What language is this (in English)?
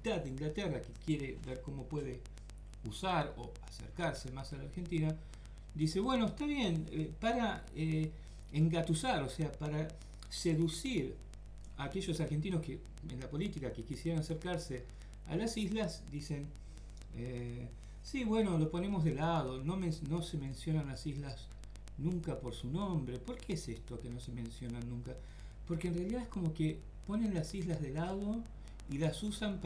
Spanish